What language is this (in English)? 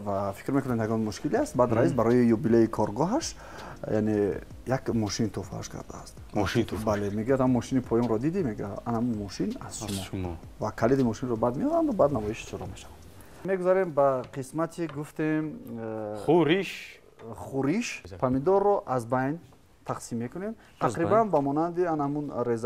Tajik